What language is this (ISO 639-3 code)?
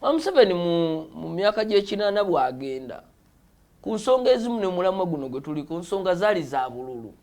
lug